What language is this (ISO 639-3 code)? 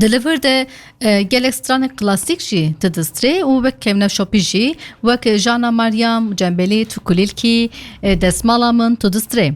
kur